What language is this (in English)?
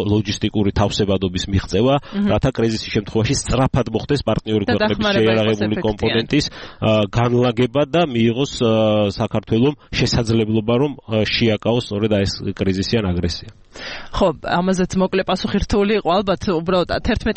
Georgian